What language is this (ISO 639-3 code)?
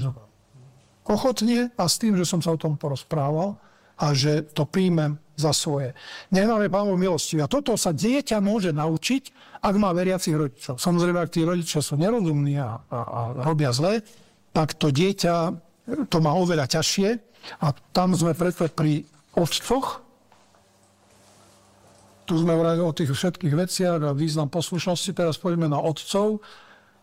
slk